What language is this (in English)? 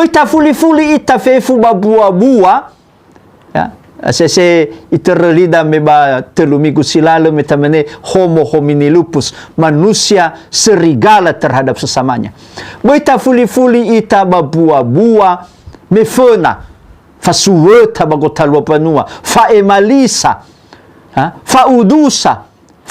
Nias